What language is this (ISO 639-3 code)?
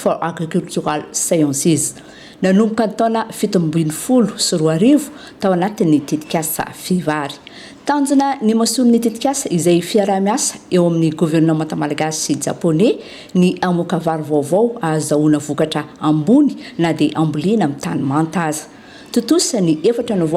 mlg